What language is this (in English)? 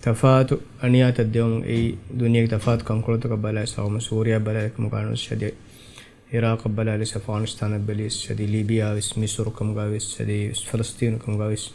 Divehi